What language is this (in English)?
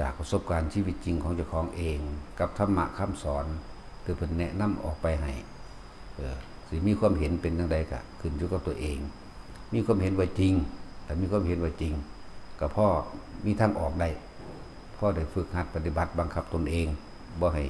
Northeastern Thai